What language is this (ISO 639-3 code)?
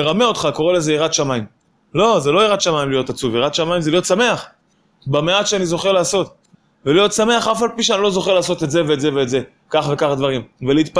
heb